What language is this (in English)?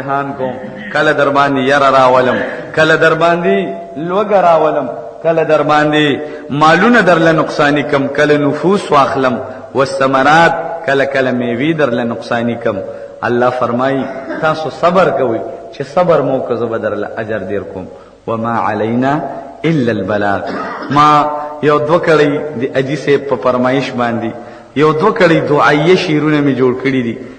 Pashto